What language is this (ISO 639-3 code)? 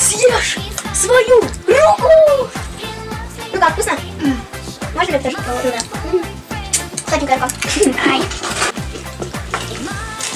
rus